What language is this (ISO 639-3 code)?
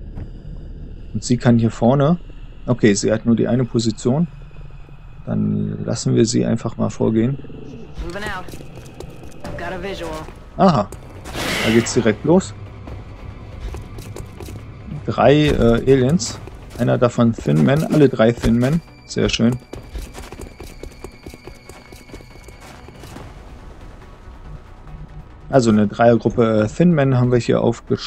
deu